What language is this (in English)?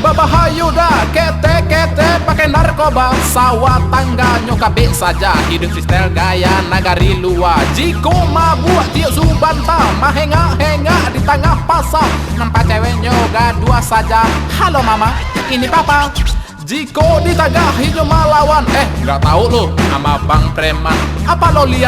Minangkabau